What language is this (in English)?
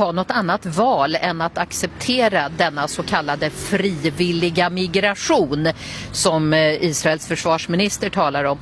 Swedish